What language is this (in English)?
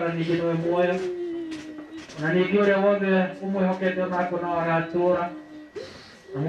Kikuyu